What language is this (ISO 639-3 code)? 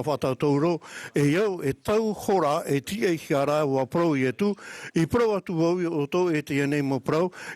tah